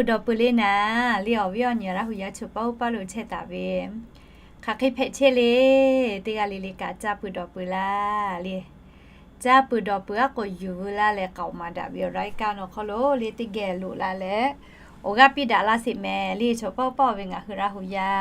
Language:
Lahu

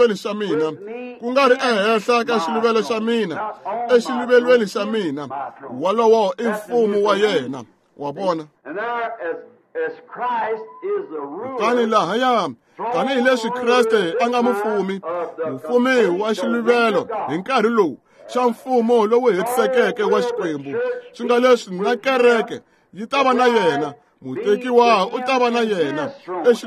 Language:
Tsonga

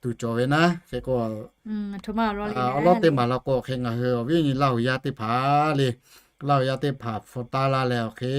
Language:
Lahu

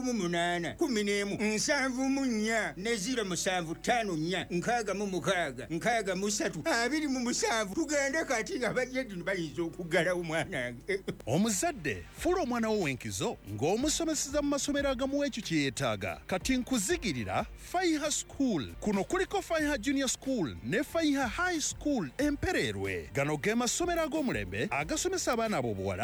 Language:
Ganda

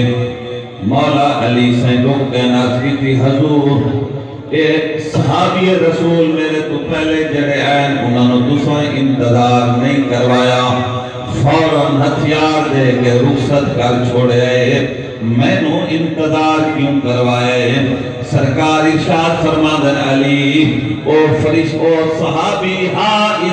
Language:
Saraiki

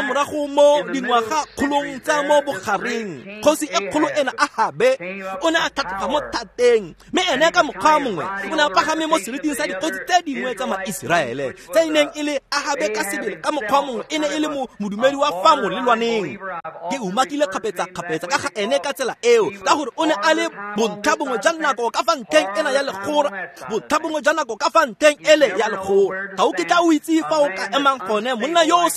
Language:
Tswana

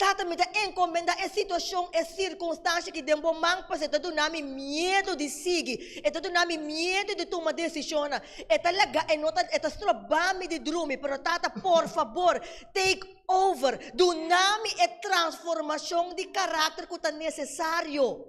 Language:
Papiamento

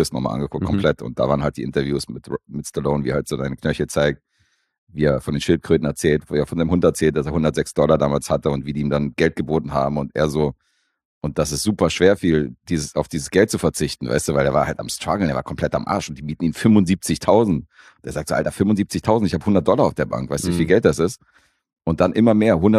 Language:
German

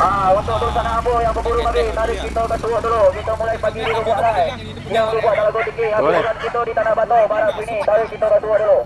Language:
Minangkabau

